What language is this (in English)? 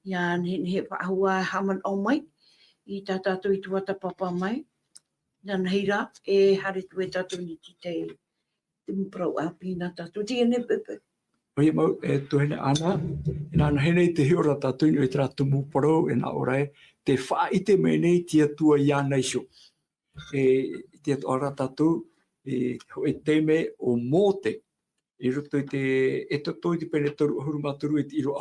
Tahitian